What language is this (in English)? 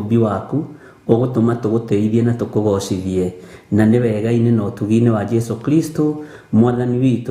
Kikuyu